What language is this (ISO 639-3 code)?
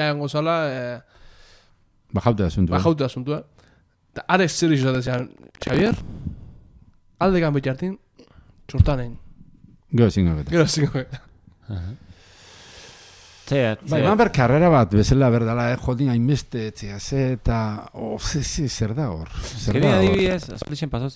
eus